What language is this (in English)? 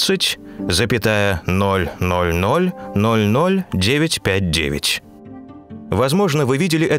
Russian